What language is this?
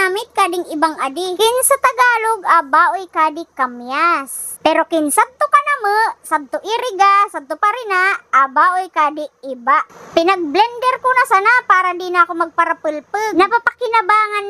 Bikol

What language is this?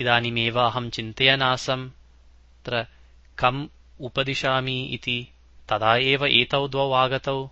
Sanskrit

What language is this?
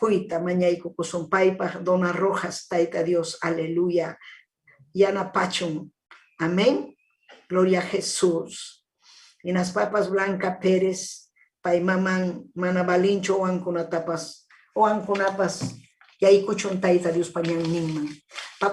Ayacucho Quechua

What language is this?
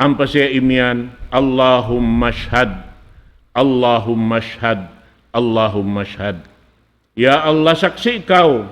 Tausug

